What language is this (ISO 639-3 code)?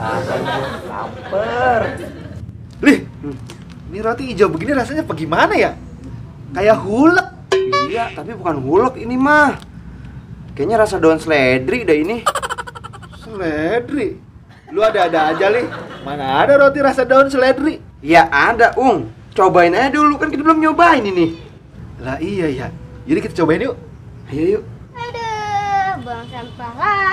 bew